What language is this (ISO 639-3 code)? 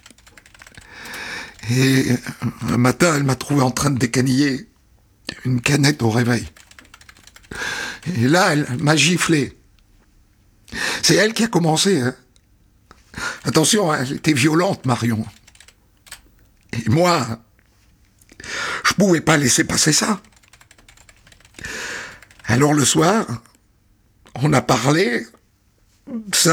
fra